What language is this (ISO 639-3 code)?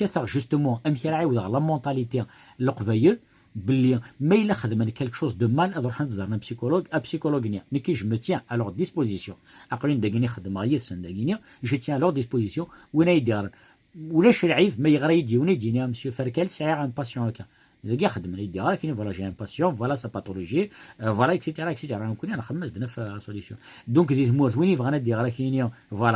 kab